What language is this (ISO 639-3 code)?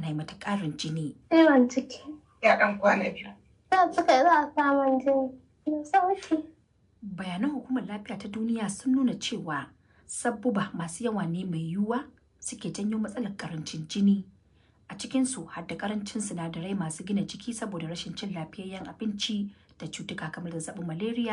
hau